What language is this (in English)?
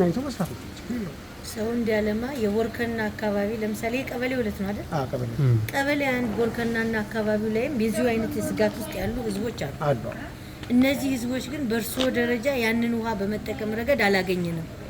Amharic